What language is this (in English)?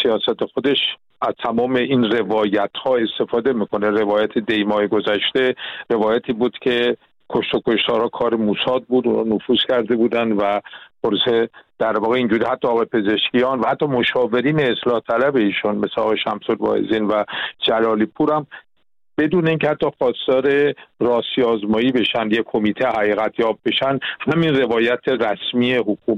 Persian